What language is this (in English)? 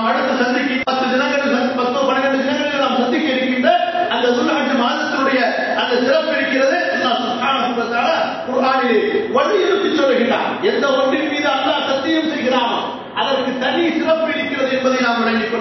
Tamil